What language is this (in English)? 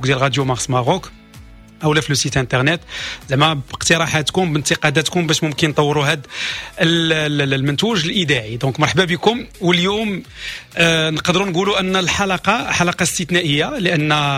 Moroccan Arabic